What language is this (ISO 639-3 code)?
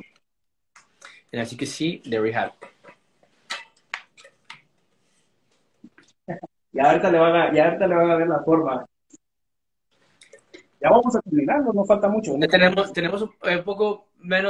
spa